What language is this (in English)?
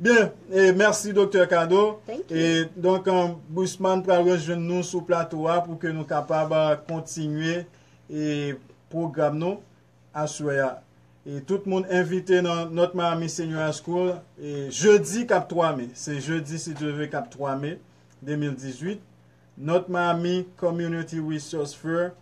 Haitian Creole